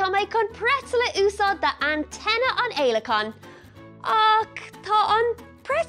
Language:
Irish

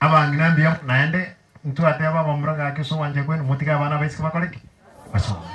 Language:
Gusii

